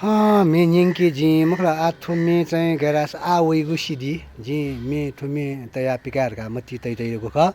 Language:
Newari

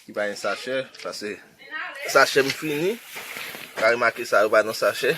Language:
Haitian Creole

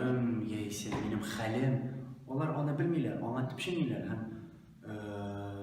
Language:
Tatar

